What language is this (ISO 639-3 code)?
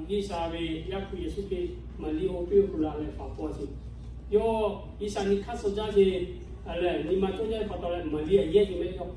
lhu